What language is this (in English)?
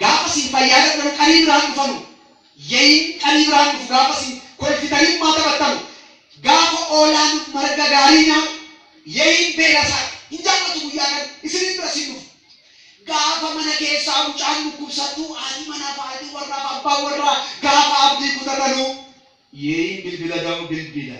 Oromo